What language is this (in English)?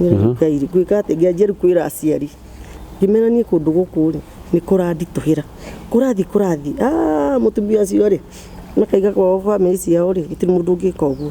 Kikuyu